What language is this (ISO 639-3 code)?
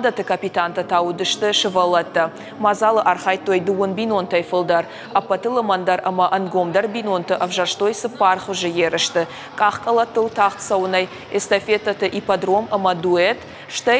oss